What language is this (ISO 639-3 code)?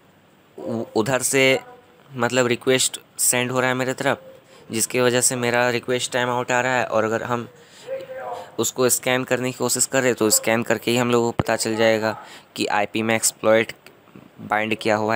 hin